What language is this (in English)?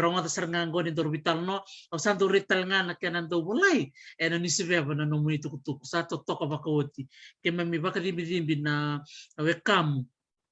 Fijian